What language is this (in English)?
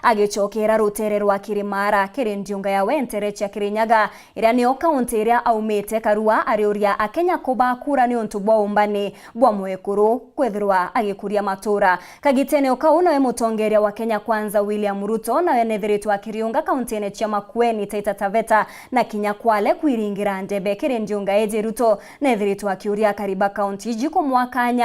Meru